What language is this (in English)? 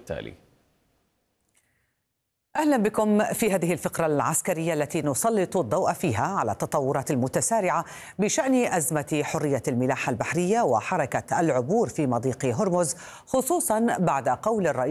Arabic